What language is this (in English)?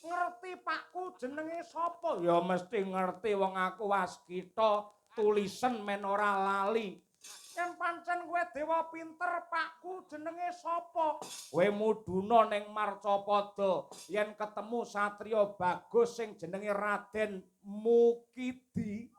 Javanese